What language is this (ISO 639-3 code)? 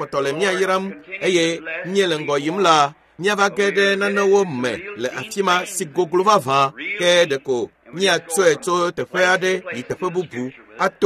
ewe